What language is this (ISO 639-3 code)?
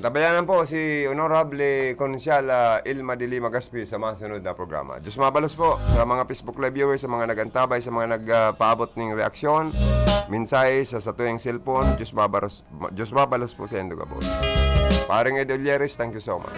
bik